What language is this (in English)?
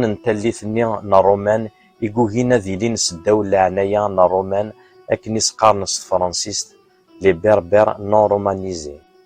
Kabyle